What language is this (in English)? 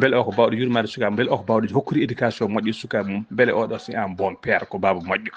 Fula